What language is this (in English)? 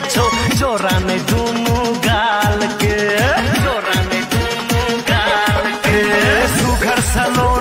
Bhojpuri